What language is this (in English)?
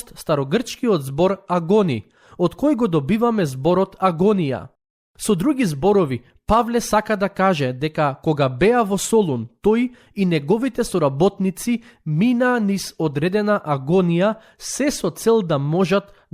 Macedonian